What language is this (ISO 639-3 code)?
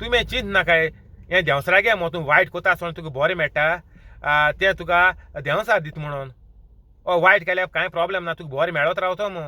kok